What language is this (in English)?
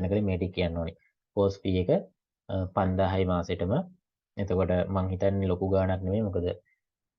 Sinhala